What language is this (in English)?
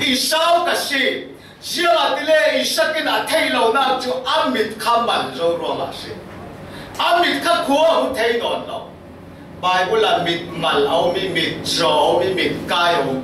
Falam Chin